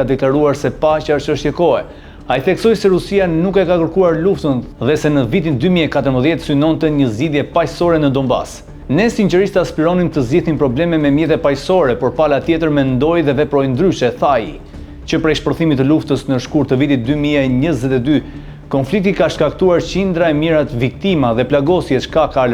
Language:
Albanian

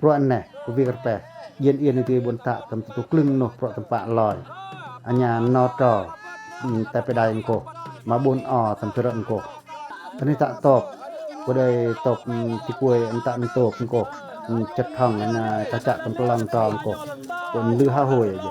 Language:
Pacoh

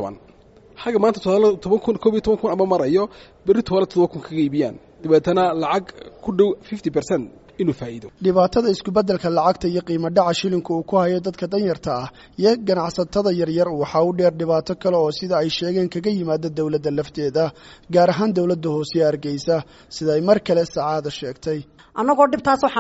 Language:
Somali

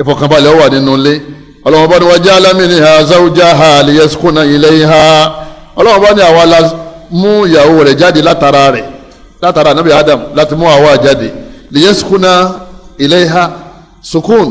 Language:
Yoruba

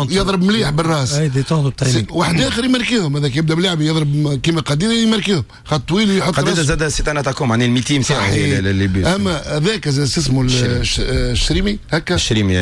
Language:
Tunisian Arabic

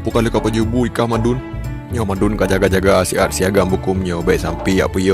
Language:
Achinese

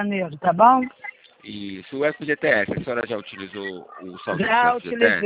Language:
Portuguese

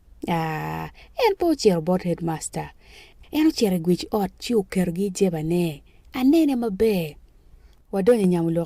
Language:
Acoli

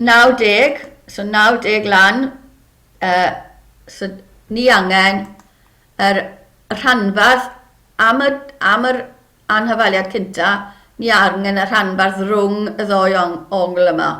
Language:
Welsh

